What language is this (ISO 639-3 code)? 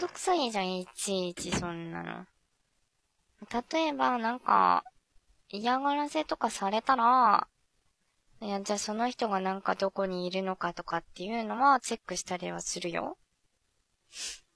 jpn